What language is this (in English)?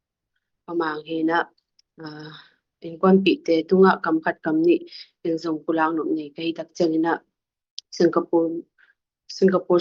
Tedim Chin